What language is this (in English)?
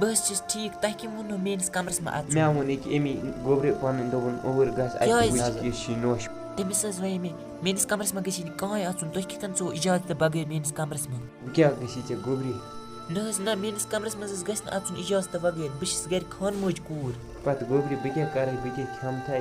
Kashmiri